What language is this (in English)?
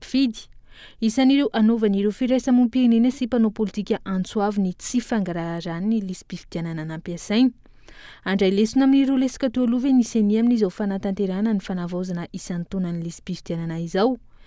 Malagasy